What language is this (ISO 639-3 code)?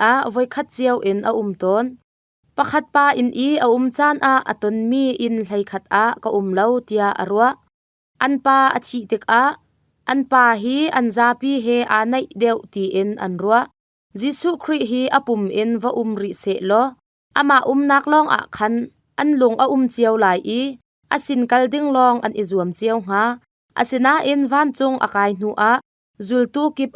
cnh